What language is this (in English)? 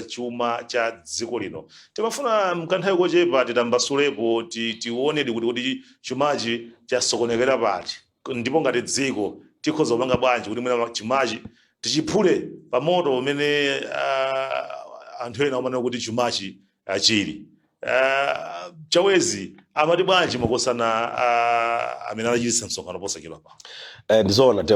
Nyanja